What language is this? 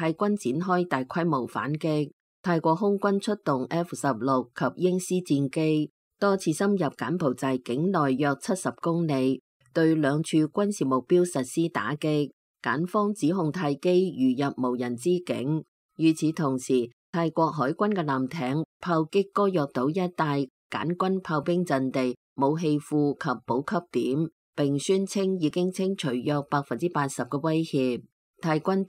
Cantonese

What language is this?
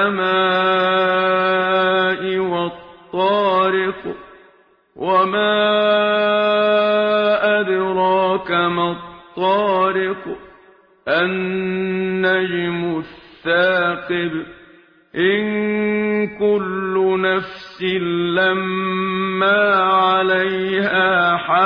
Arabic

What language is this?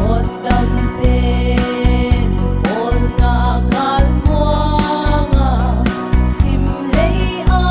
Paite Chin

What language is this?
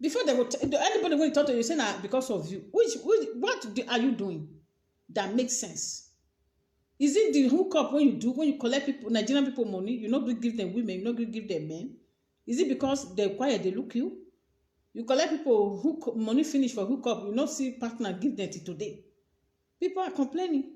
Nigerian Pidgin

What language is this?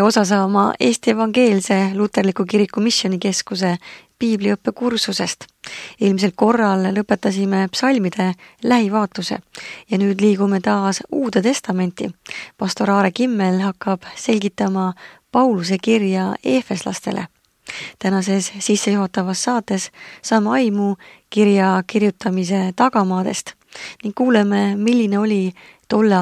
Estonian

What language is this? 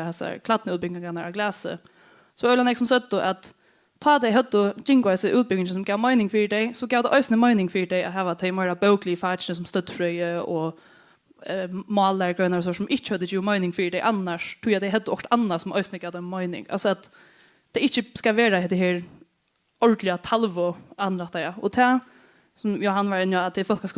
Faroese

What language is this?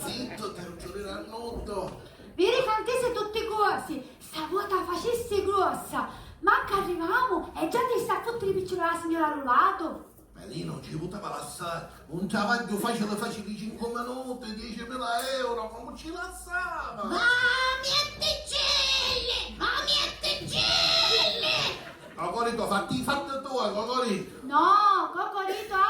Sicilian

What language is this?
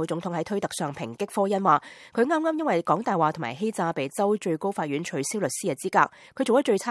Cantonese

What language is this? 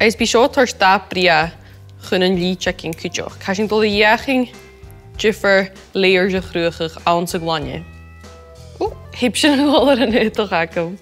Scottish Gaelic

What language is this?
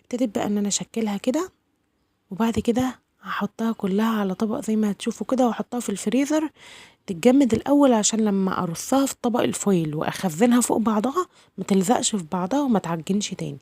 Egyptian Arabic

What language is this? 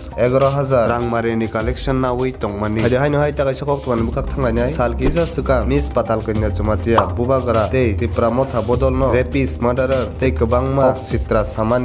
Kok Borok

